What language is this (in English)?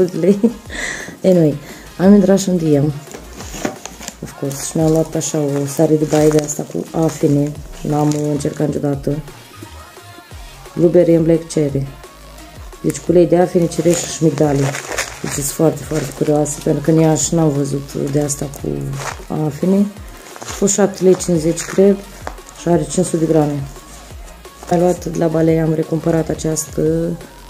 Romanian